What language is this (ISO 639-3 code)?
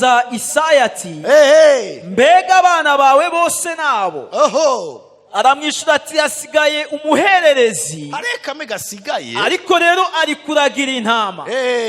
run